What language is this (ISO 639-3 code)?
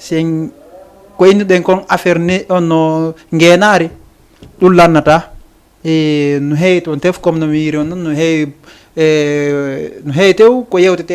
ful